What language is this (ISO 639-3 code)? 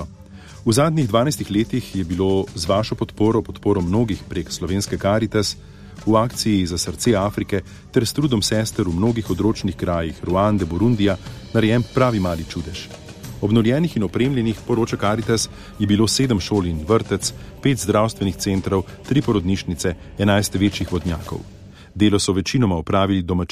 slv